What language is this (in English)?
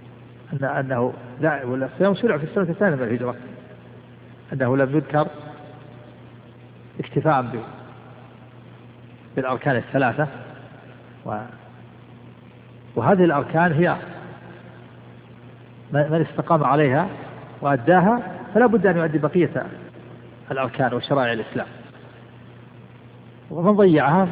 Arabic